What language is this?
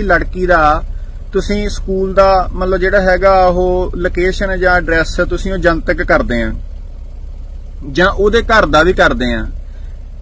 Punjabi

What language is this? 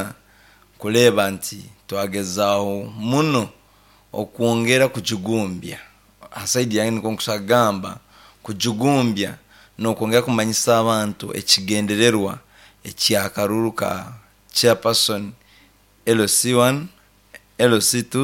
Nyankole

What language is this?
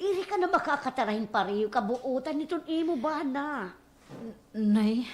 Waray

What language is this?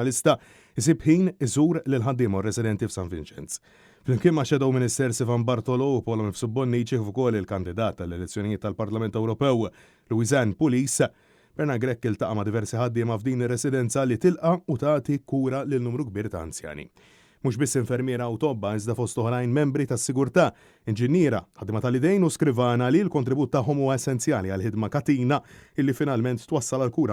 Maltese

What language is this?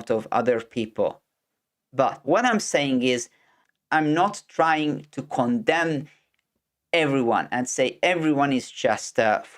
English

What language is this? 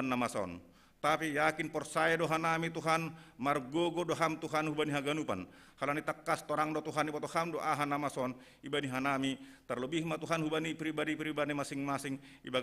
Batak Simalungun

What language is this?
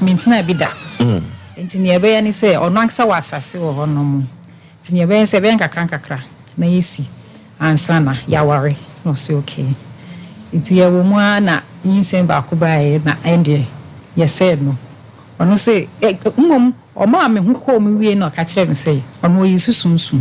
Akan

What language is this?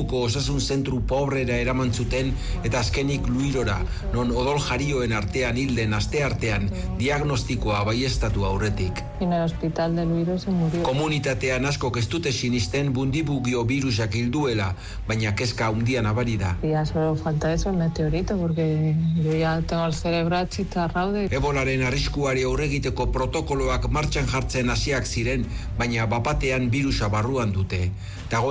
Basque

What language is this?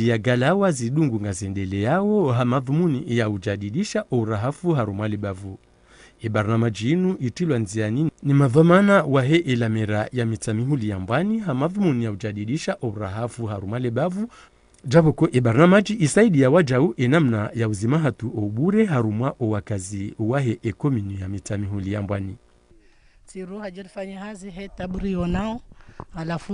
Ngazidja Comorian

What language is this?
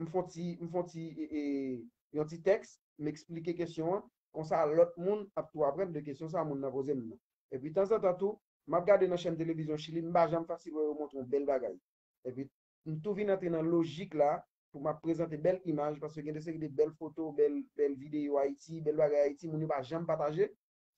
Haitian Creole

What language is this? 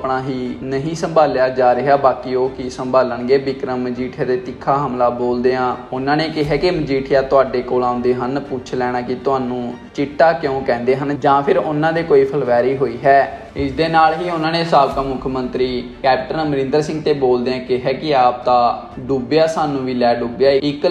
Punjabi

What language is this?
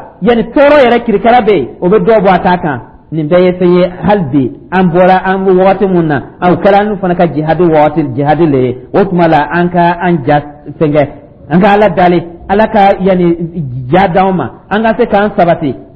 Dyula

